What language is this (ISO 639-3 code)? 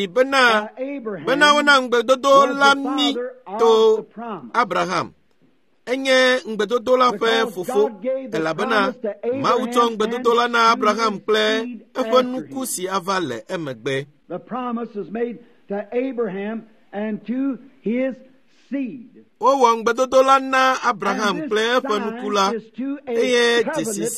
ewe